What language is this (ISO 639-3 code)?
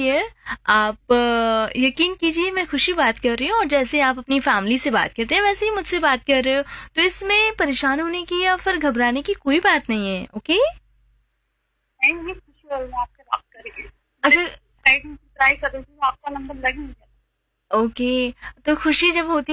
hin